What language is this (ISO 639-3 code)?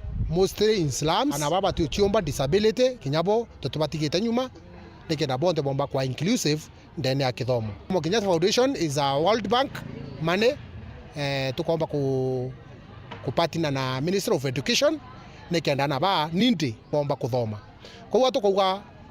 mer